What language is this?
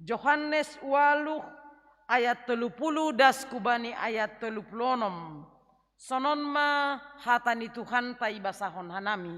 Batak Simalungun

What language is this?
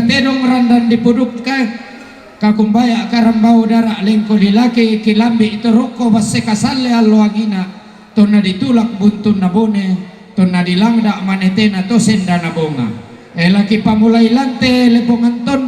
Toraja-Sa'dan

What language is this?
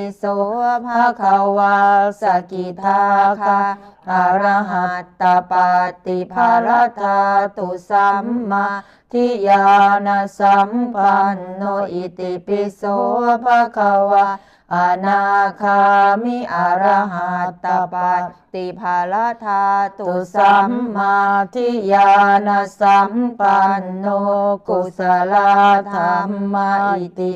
Pali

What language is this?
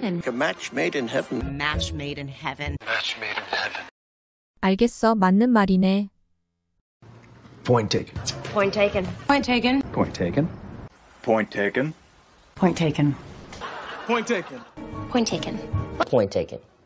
English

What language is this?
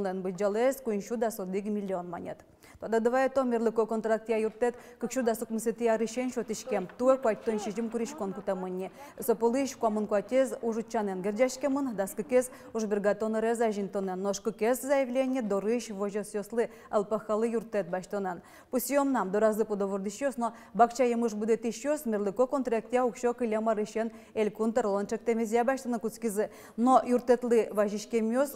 Udmurt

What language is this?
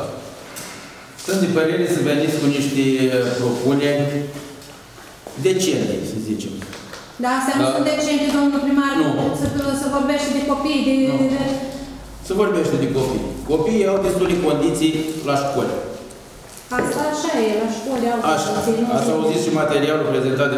Romanian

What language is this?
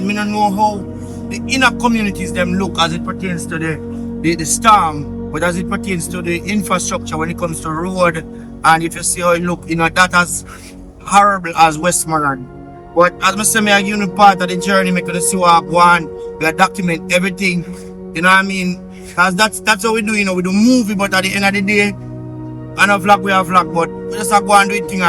Jamaican Creole English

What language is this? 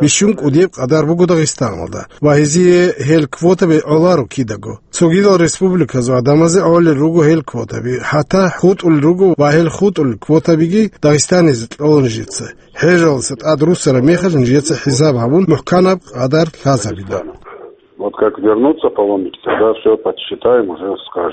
Avaric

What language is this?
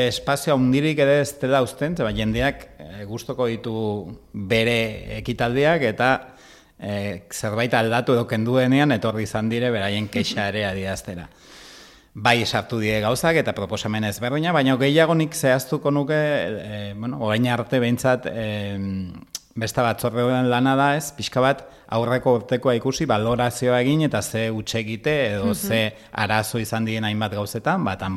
Basque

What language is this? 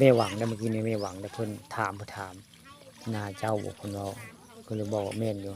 Northeastern Thai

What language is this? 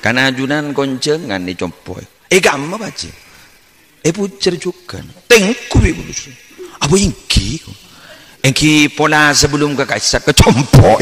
Madurese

